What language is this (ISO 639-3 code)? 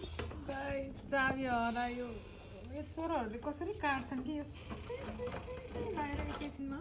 nep